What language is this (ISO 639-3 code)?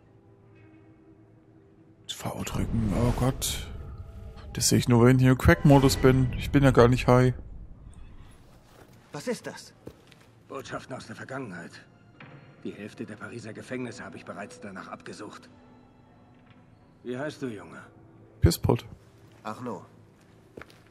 deu